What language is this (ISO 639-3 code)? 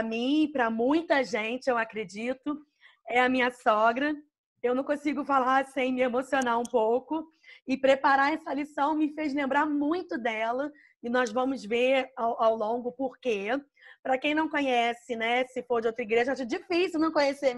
por